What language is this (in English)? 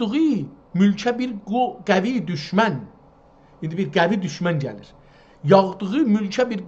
South Azerbaijani